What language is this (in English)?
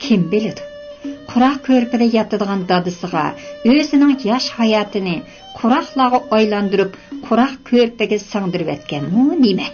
Uyghur